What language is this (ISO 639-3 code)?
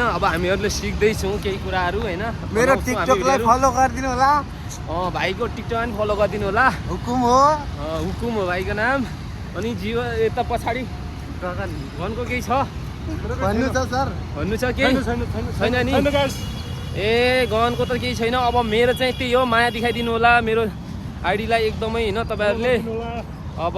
nep